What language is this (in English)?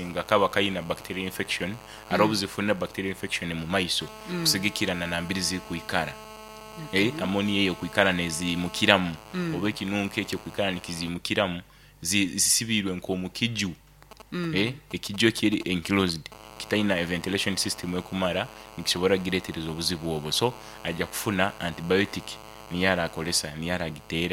Nyoro